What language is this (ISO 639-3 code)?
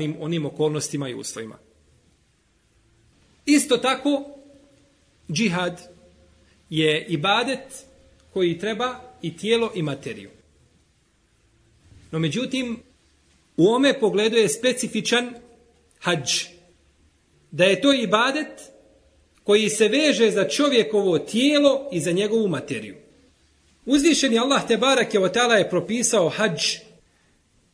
bos